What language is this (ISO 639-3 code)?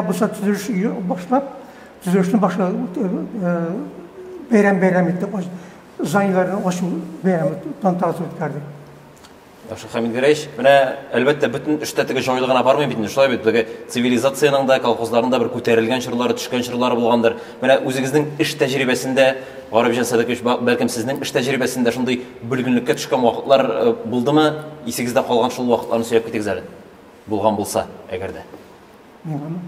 tat